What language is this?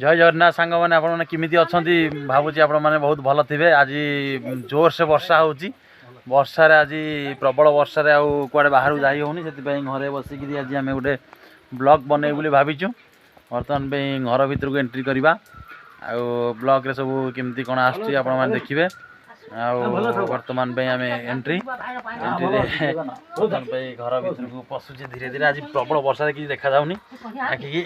Odia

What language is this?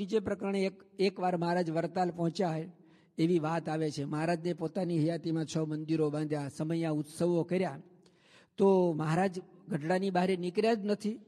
Gujarati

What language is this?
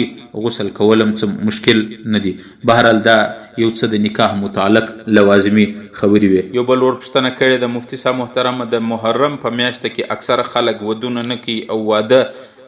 Pashto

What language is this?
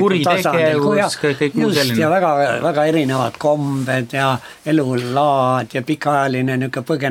Estonian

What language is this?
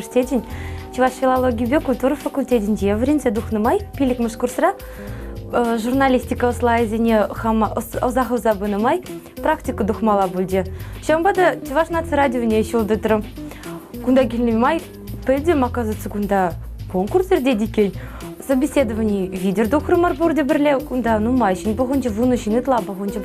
Chuvash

